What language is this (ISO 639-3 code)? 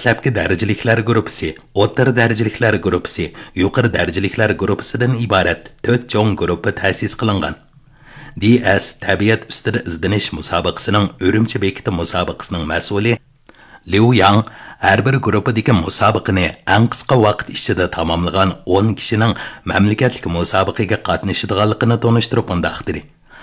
uig